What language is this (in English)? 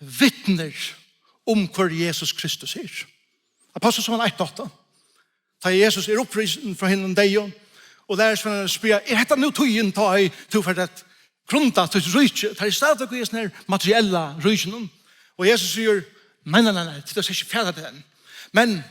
Faroese